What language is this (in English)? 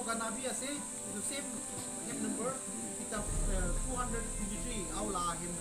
Naga Pidgin